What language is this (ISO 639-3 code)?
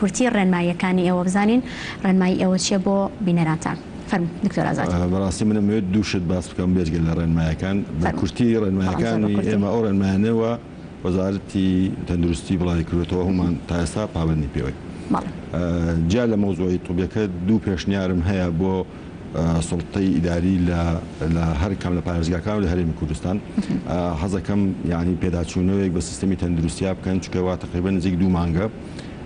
ckb